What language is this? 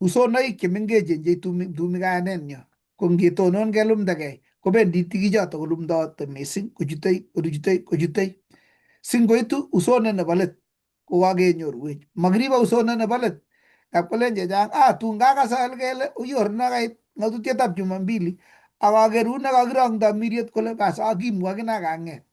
Kalenjin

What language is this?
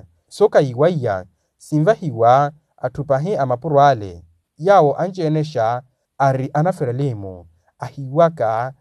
Makhuwa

